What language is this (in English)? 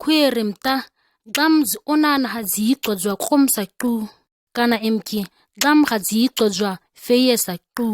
ǁGana